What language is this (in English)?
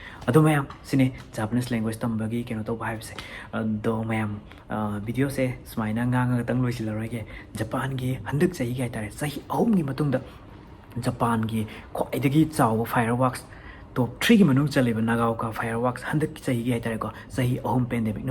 Manipuri